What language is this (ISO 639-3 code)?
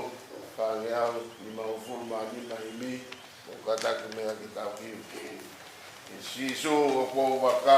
ton